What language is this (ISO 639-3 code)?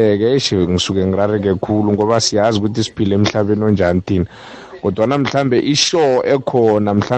nbl